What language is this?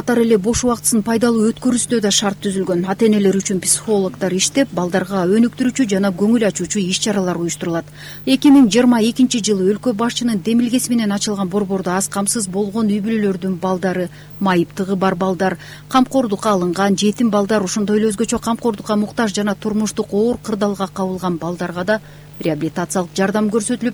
Kyrgyz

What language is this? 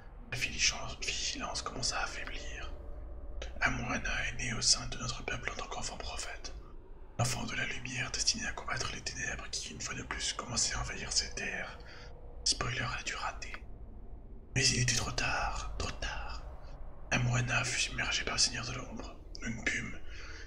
French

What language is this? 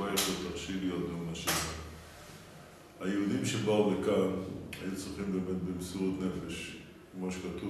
Hebrew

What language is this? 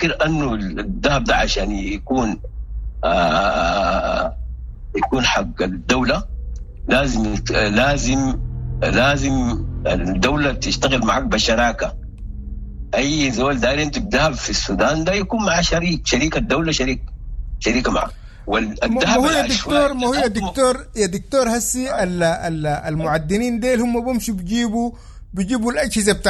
Sudanese Arabic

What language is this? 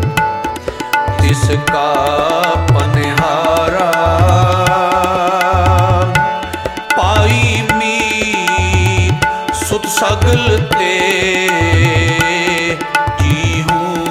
Punjabi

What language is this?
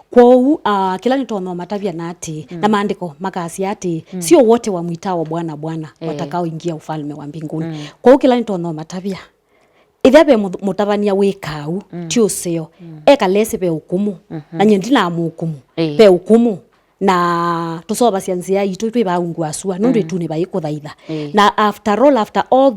Kamba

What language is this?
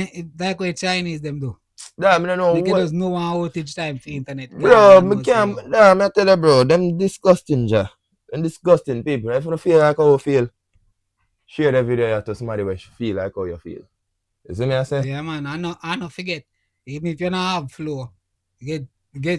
Jamaican Creole English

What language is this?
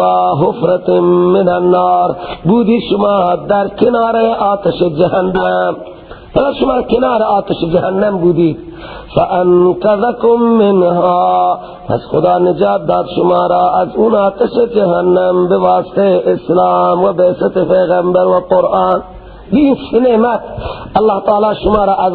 Persian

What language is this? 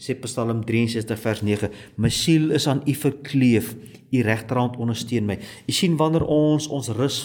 Afrikaans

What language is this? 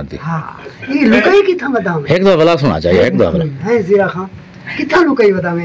Saraiki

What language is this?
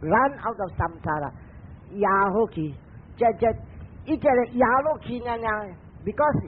Min Nan Chinese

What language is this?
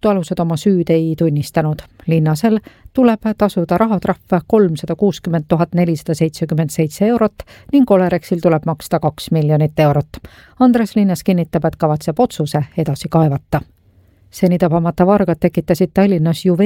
Estonian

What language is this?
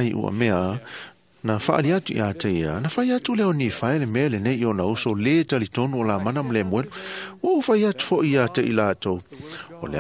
Samoan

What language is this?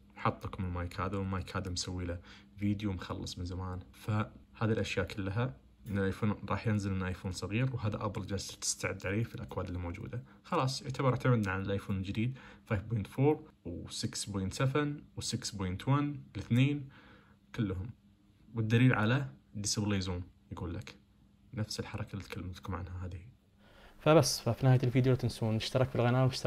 Najdi Arabic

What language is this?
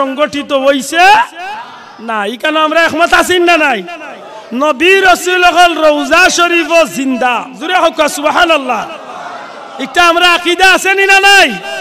Sylheti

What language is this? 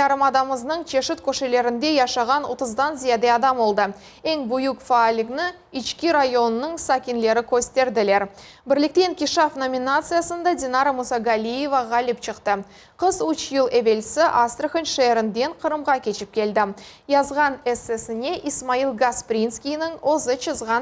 Crimean Tatar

